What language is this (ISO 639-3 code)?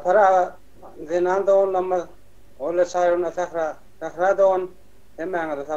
tuk